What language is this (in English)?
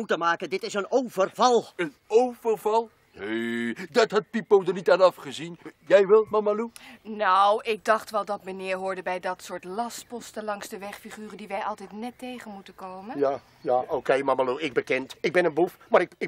Dutch